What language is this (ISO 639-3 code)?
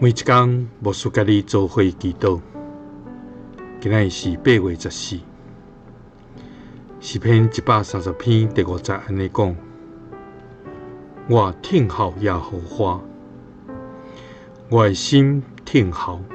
nan